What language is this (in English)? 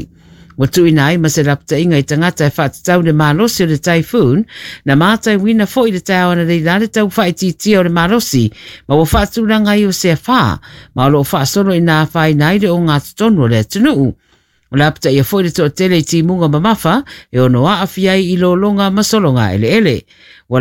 Samoan